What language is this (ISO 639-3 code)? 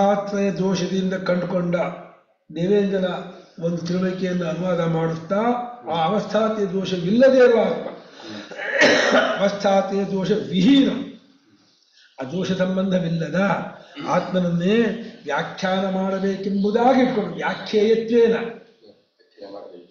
kan